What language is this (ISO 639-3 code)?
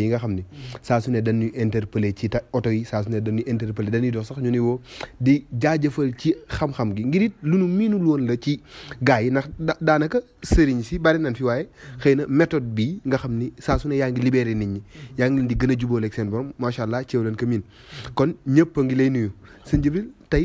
wol